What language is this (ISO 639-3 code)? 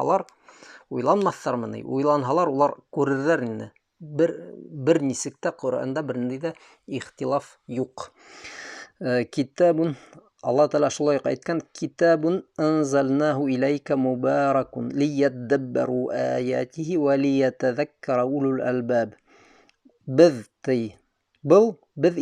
bak